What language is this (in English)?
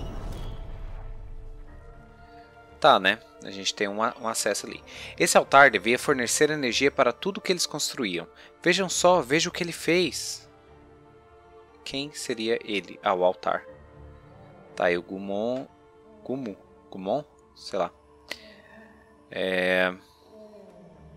Portuguese